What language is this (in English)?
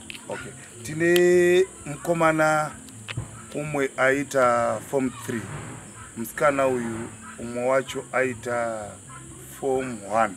Shona